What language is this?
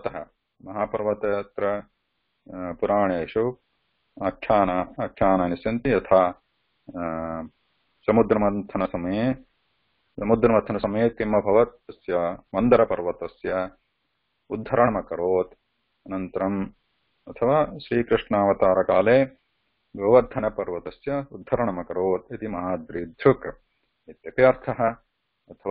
Sanskrit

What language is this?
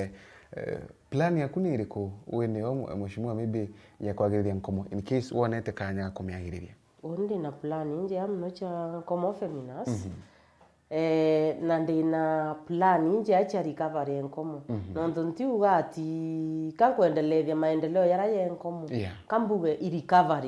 Meru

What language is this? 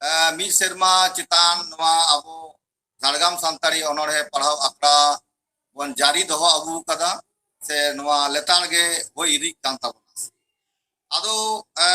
Santali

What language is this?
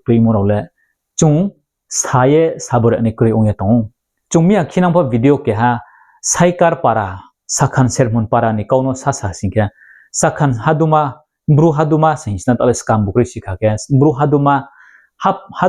Riang (India)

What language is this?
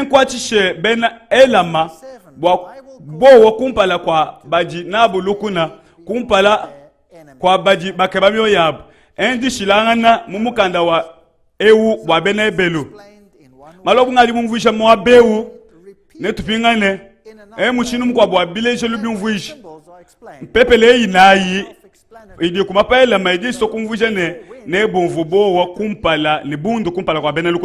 Luba-Lulua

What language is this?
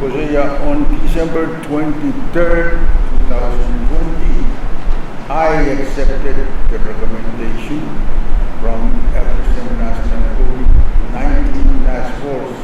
Pohnpeian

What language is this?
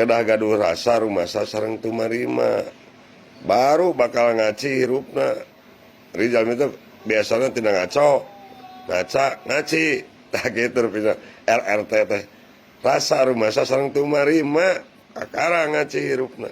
Sundanese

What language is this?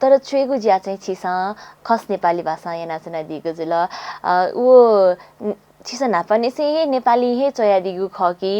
Newari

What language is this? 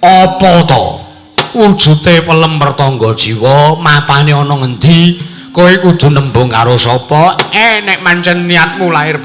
Javanese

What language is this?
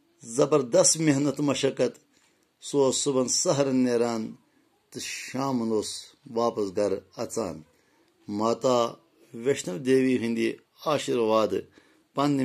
Kashmiri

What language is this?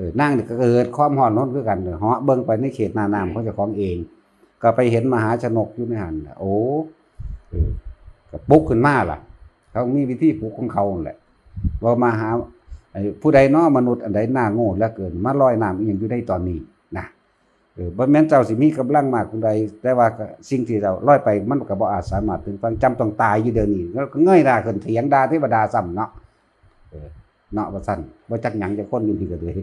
Northeastern Thai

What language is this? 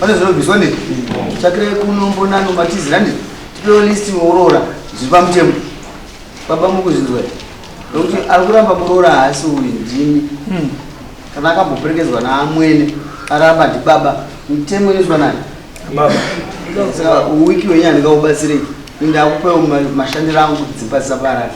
Shona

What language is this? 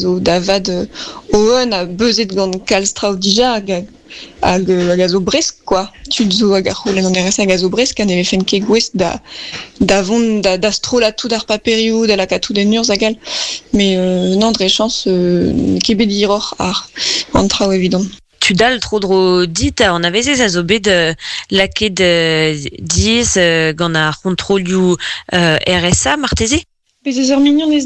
Breton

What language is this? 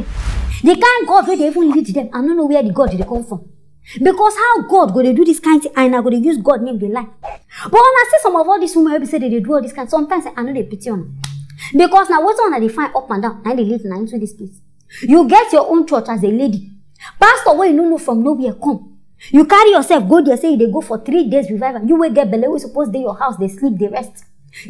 Nigerian Pidgin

